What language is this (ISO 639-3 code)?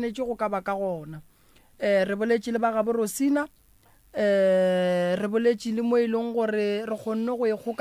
nso